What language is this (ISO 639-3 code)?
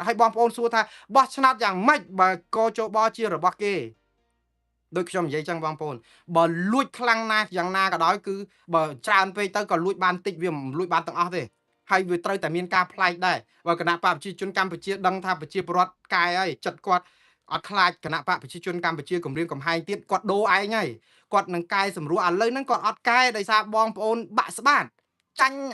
khm